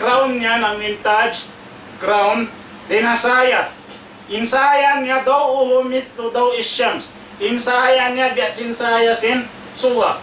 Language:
Tausug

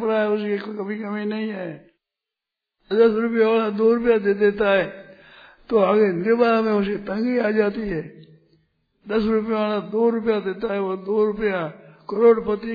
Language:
Hindi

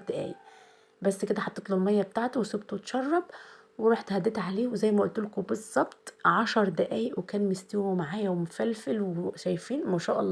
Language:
Egyptian Arabic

